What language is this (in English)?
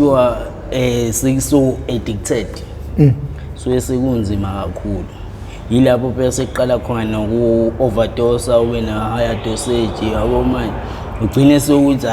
Zulu